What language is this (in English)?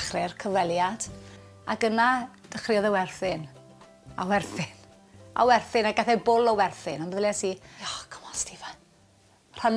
Welsh